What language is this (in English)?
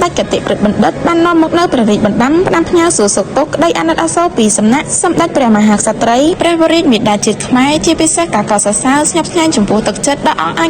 Khmer